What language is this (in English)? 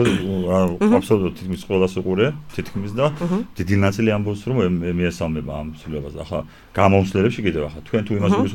Georgian